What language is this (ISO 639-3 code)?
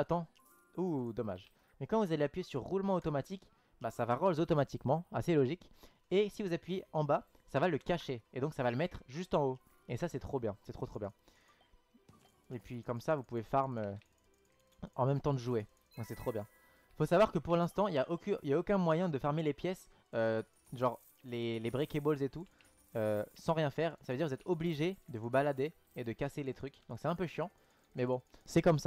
fra